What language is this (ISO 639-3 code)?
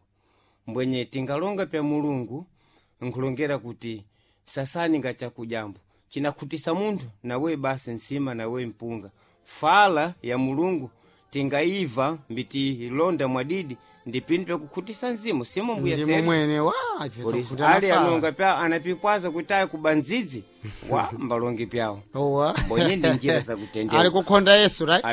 seh